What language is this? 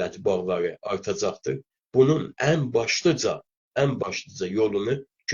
South Azerbaijani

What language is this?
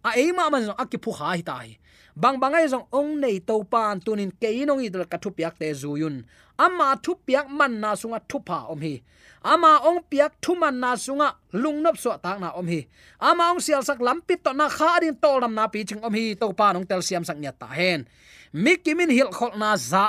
Tedim Chin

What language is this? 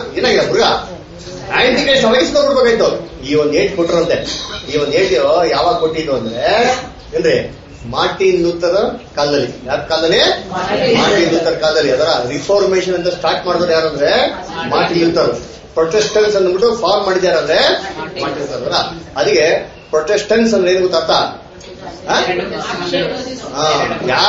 Kannada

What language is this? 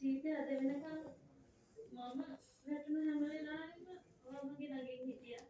Sinhala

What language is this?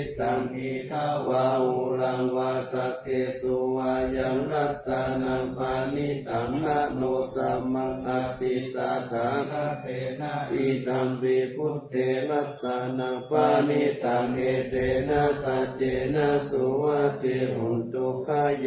Pali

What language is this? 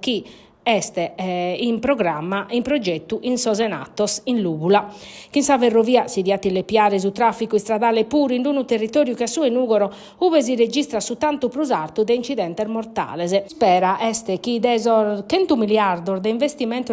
Sardinian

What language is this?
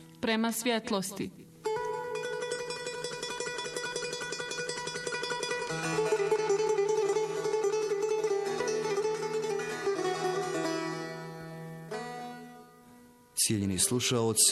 Bosnian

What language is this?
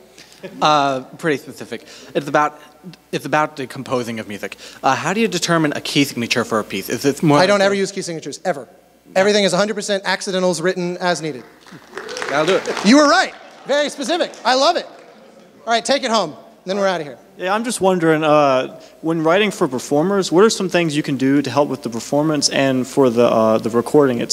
English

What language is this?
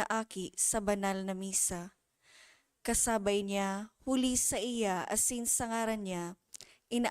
Bikol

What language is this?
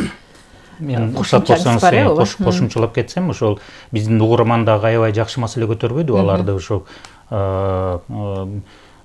Kyrgyz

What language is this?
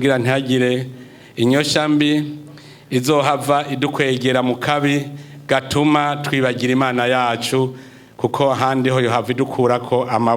Rundi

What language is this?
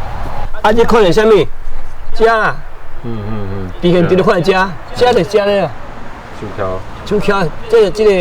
Min Nan Chinese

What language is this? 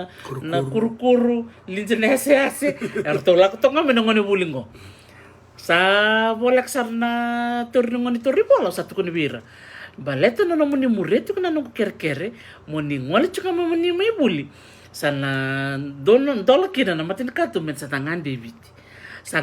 Fijian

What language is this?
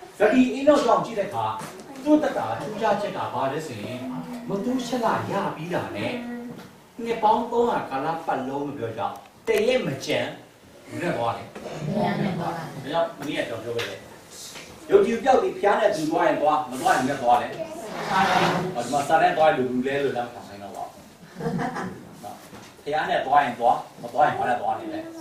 Burmese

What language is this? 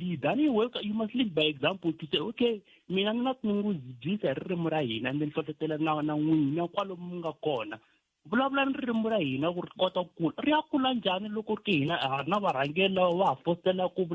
Tsonga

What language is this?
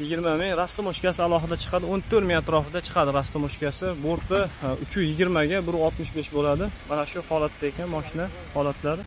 Uzbek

